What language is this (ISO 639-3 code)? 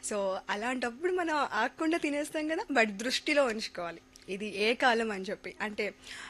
tel